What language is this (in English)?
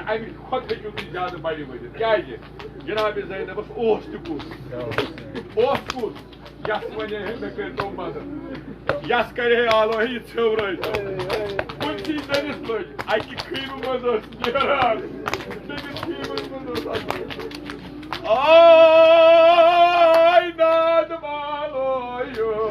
Kashmiri